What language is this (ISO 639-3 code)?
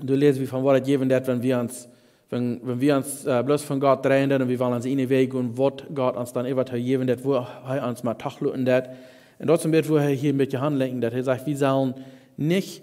pdt